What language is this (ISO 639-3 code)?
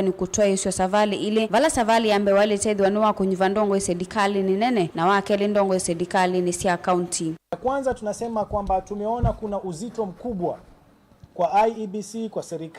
kam